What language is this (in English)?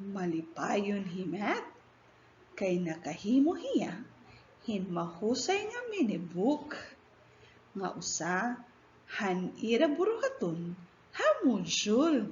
Waray